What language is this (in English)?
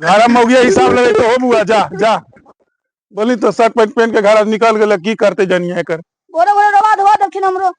Magahi